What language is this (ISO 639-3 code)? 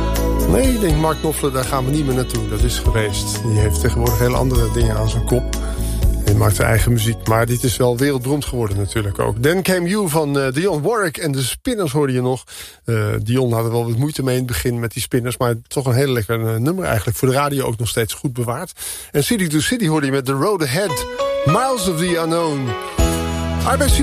nld